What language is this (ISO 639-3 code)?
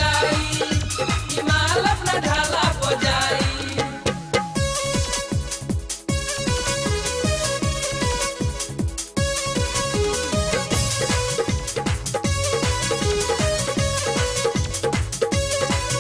bho